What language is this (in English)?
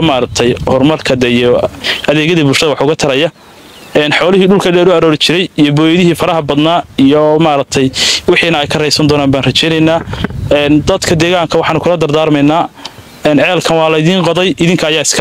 Somali